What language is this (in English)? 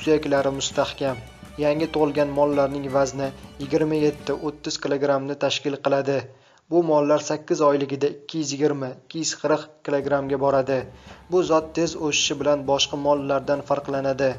Uzbek